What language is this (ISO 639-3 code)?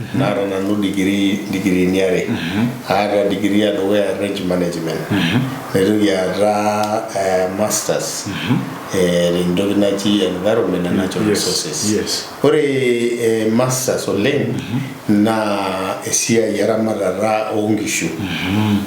mas